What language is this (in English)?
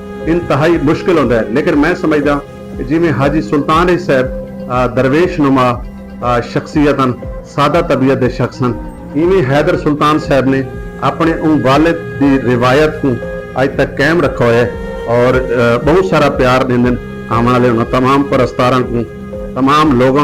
Saraiki